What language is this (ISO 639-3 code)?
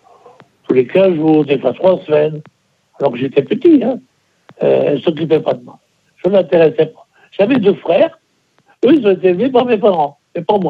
fra